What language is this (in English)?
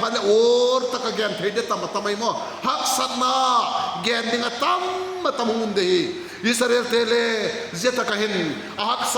Vaiphei